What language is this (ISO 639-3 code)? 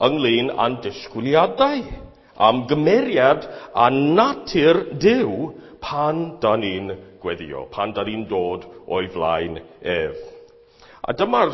cym